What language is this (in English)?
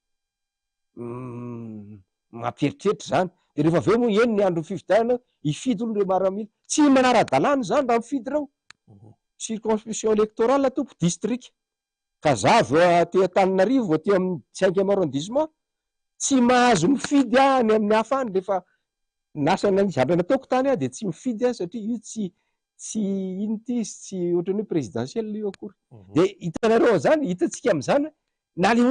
Malagasy